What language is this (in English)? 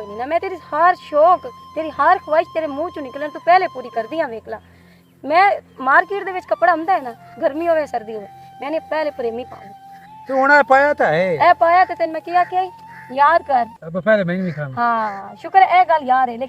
Western Panjabi